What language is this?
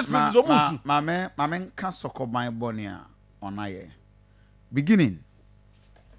Akan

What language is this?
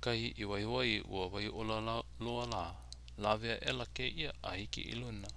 Hawaiian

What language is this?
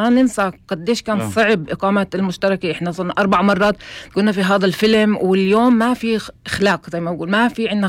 North Levantine Arabic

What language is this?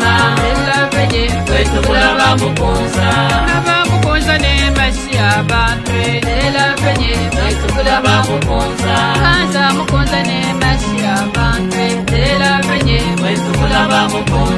Luba-Lulua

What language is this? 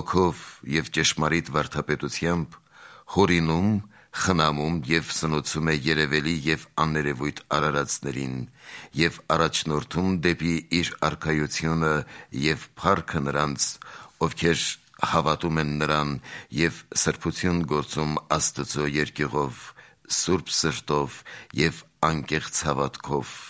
Armenian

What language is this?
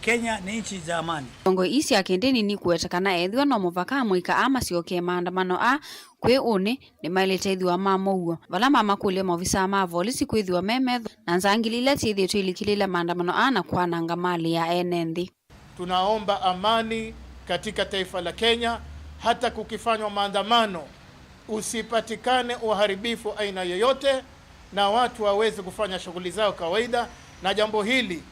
Kamba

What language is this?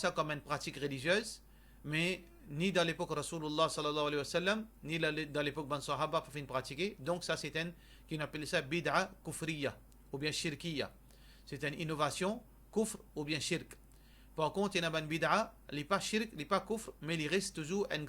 Morisyen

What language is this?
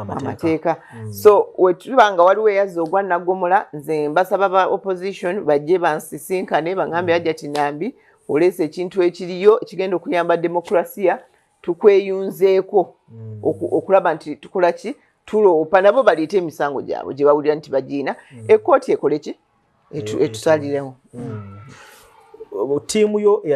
Ganda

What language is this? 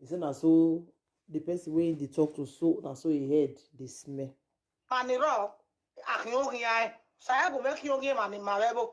Nigerian Pidgin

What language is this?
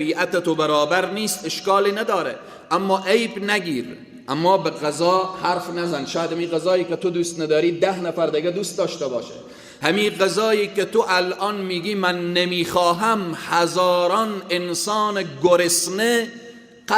Persian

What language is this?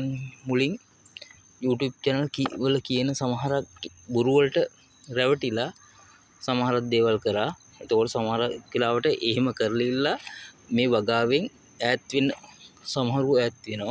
Sinhala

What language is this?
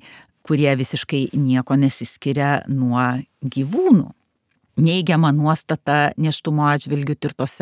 Lithuanian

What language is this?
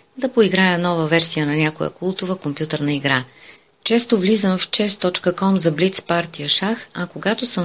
Bulgarian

